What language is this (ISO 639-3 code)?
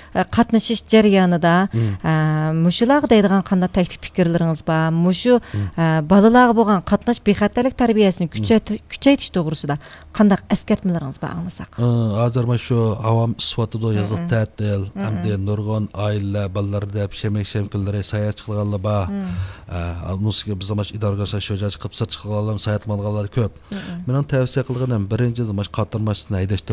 uig